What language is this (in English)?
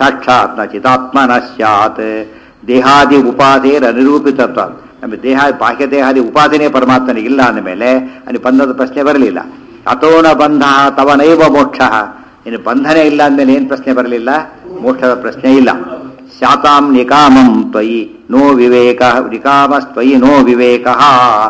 Kannada